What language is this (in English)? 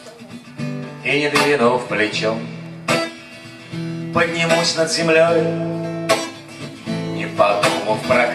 Russian